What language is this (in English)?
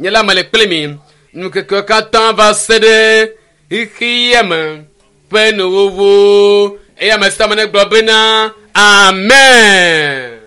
Ewe